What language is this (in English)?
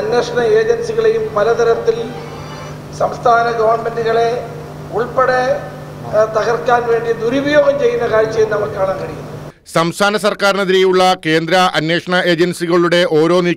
Malayalam